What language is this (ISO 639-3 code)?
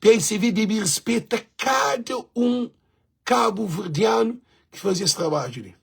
kea